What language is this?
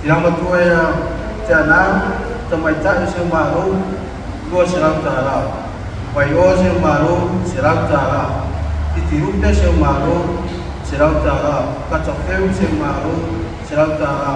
Samoan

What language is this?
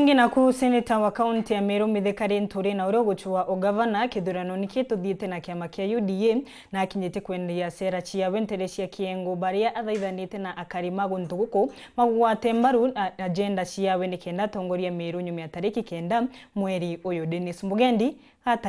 Meru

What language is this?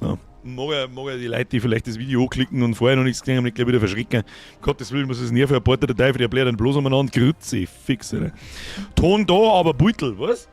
Bavarian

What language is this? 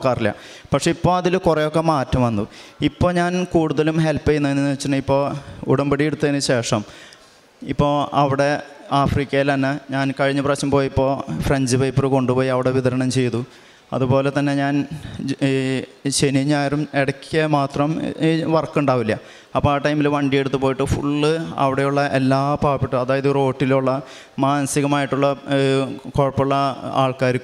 Malayalam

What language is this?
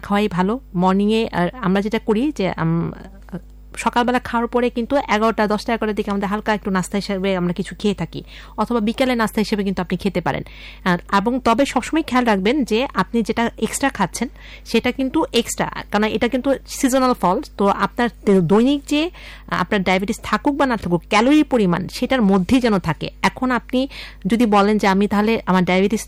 Bangla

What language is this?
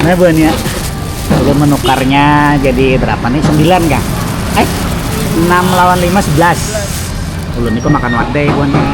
Banjar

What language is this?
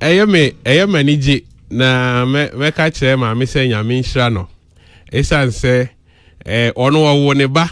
Akan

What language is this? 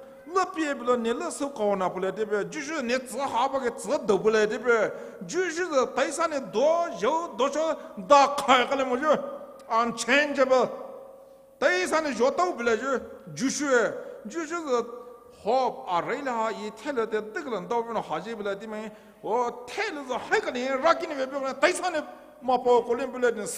Poumei Naga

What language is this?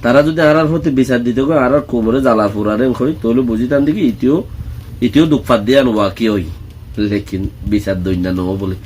Rohingya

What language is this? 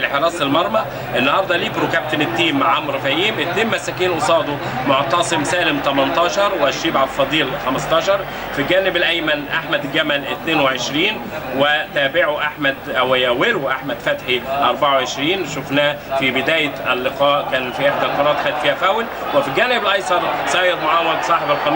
Egyptian Arabic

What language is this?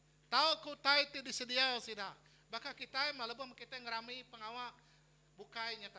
Iban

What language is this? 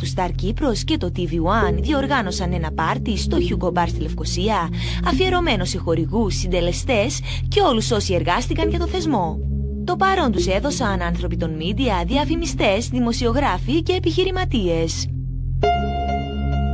Greek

